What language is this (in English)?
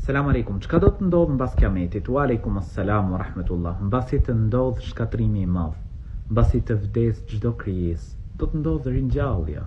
Albanian